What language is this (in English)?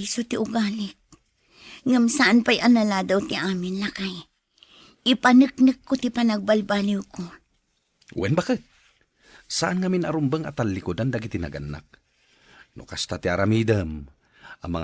Iloko